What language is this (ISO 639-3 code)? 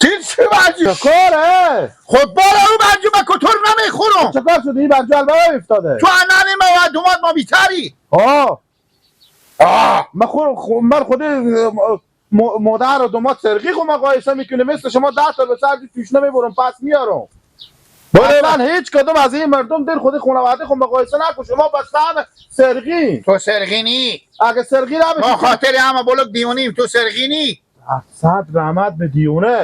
fas